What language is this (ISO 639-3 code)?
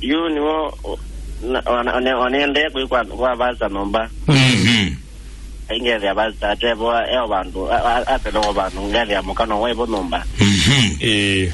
kam